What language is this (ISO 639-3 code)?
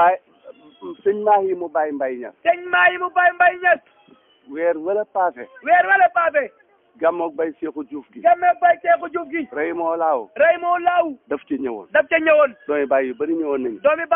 wol